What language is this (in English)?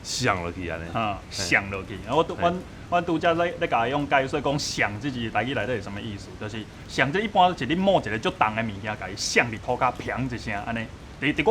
Min Nan Chinese